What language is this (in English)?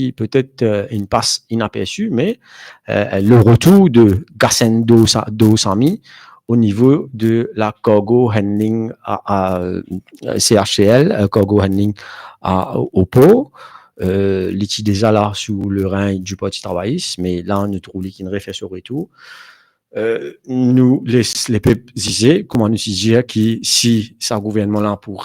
Morisyen